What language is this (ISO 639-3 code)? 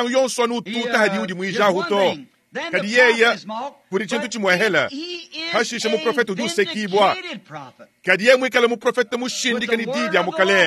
lua